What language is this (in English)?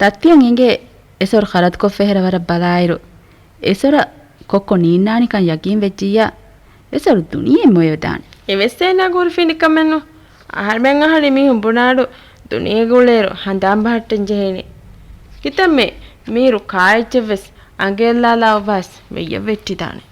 Divehi